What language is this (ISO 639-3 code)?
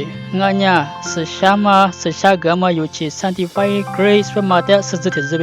lis